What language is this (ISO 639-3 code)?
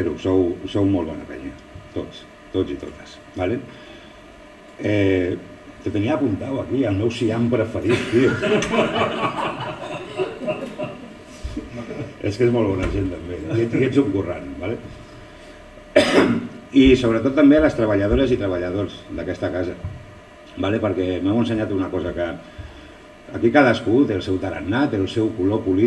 cat